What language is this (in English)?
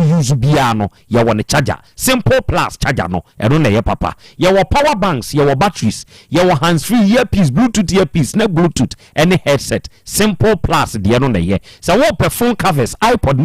Akan